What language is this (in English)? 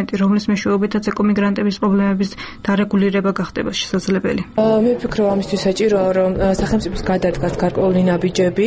Georgian